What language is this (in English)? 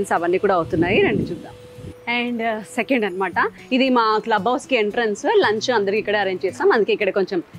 Telugu